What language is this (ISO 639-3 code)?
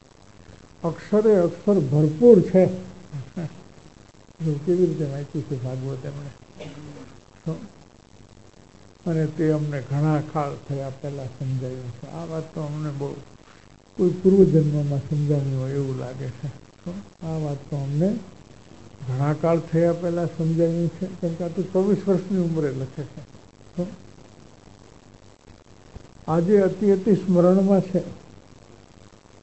guj